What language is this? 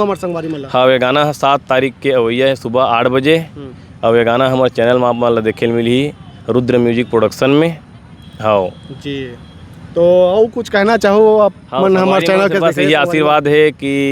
Chhattisgarhi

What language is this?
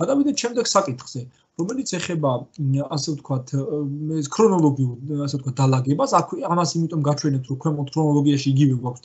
Georgian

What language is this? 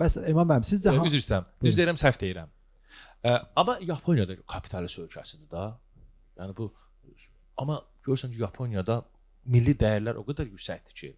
Azerbaijani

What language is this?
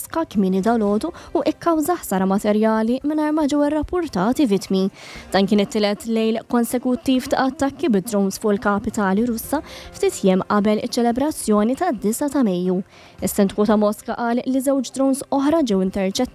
Maltese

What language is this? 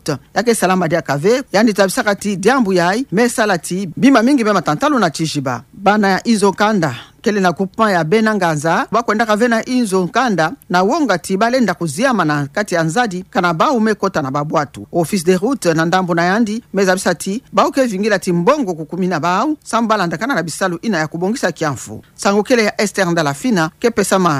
Kituba (Democratic Republic of Congo)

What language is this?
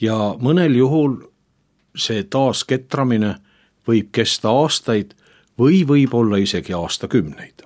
Estonian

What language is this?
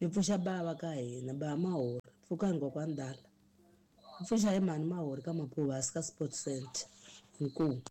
Tsonga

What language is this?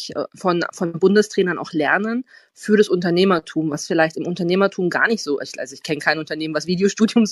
German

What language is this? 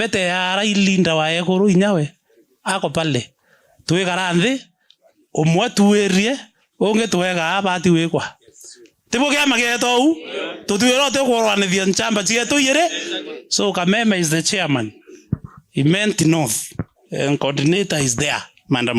Meru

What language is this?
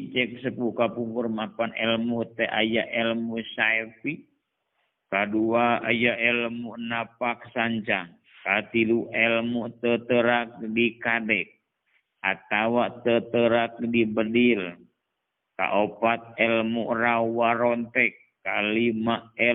Sundanese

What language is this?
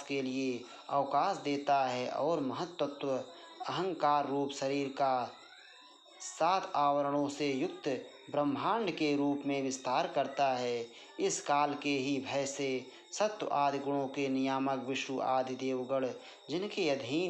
Hindi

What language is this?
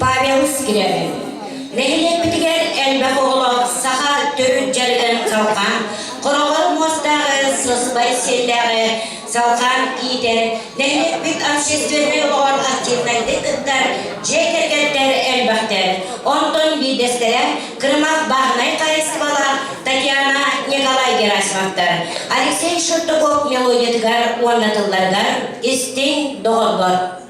Yakut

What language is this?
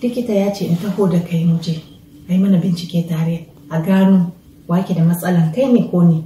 Hausa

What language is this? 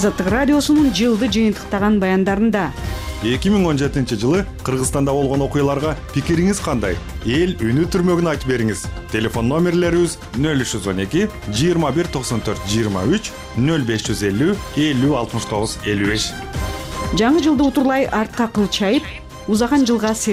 Kyrgyz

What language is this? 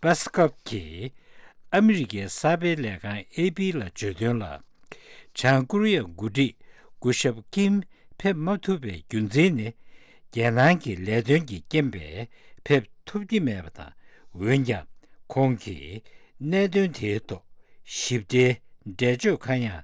Tibetan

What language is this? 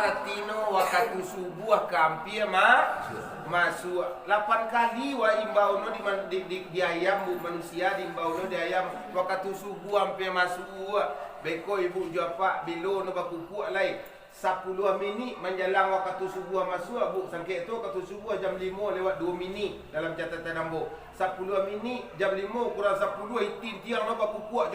Minangkabau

